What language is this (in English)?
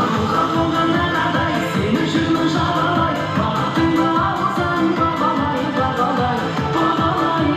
Kara-Kalpak